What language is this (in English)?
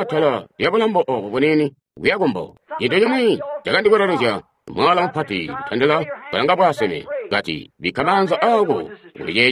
Tonga (Zambia)